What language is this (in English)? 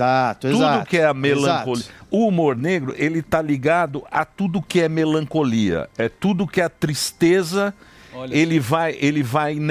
Portuguese